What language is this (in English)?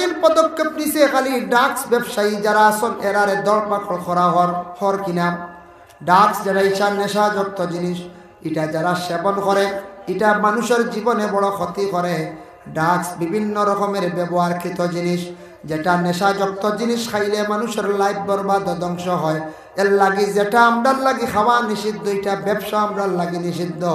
Sylheti